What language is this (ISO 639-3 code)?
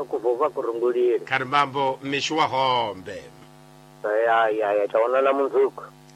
tso